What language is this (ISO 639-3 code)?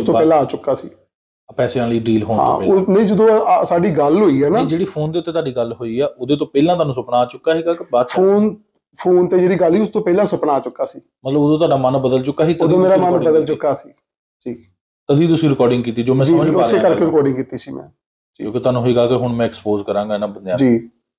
pan